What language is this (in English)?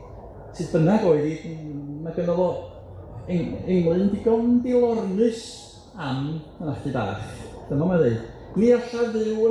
Welsh